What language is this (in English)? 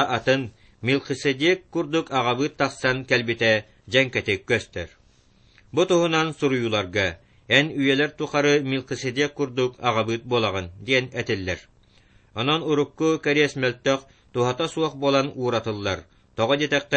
Yakut